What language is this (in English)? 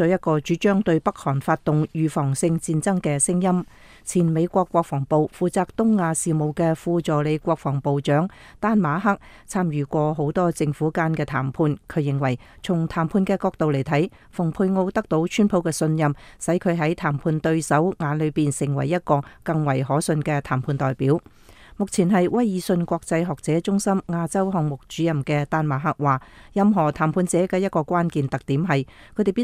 Cantonese